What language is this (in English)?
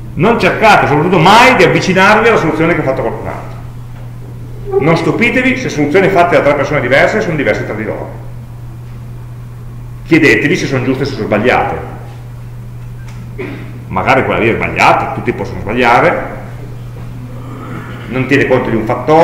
Italian